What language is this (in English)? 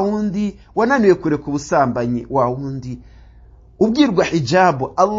Kinyarwanda